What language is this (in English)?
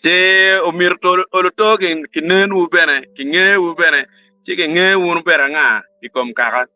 Acoli